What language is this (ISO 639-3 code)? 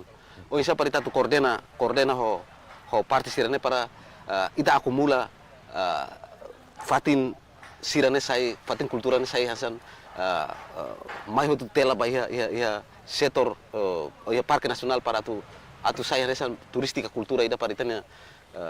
tet